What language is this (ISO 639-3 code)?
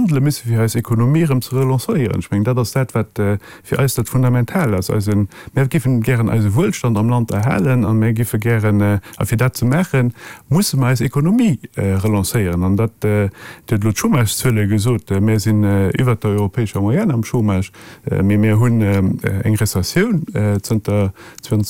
ltz